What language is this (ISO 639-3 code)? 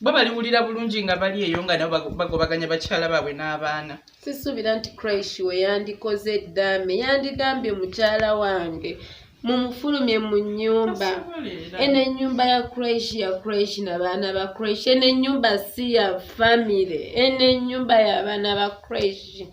lug